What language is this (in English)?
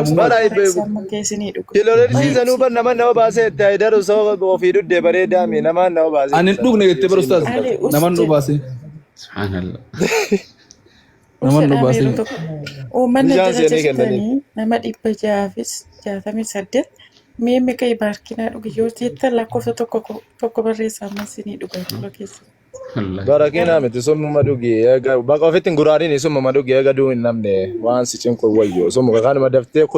Oromo